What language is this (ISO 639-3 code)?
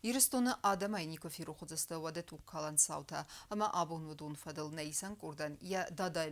oss